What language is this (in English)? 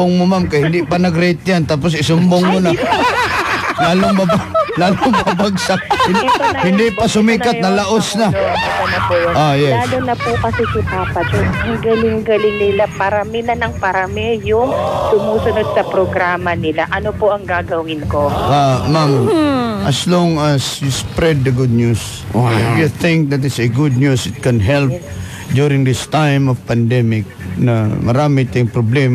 Filipino